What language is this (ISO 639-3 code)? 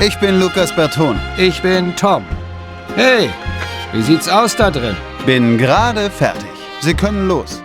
bar